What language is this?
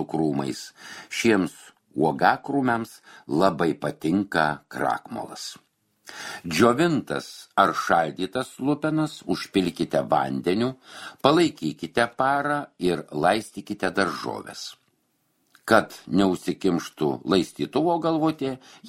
Lithuanian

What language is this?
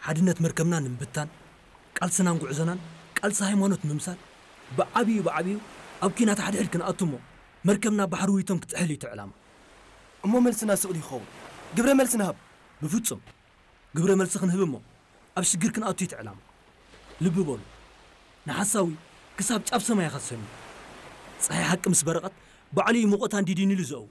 Tigrinya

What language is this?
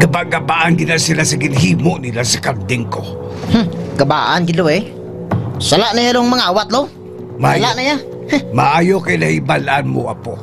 Hiligaynon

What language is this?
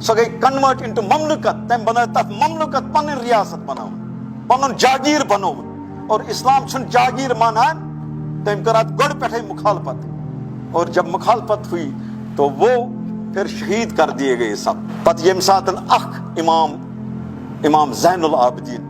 Kashmiri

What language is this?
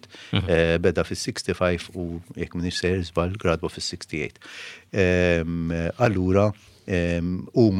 Maltese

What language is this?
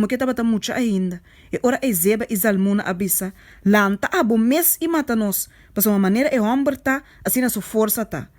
Papiamento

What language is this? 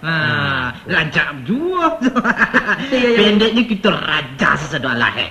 Minangkabau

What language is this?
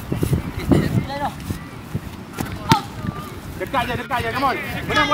Malay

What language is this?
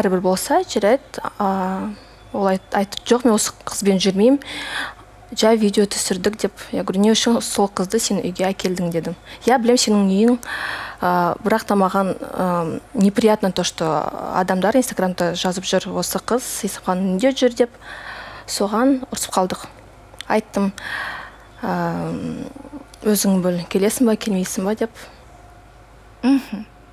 Kazakh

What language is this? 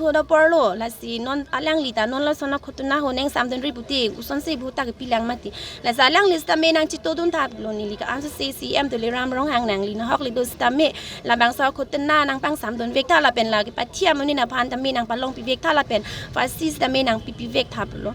Karbi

